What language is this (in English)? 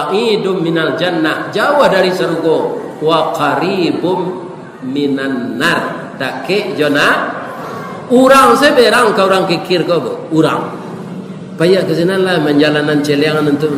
Minangkabau